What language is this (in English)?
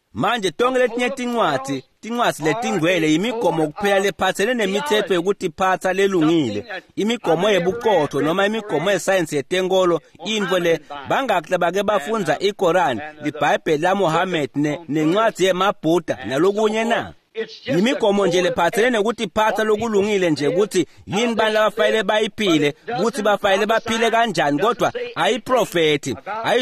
Swati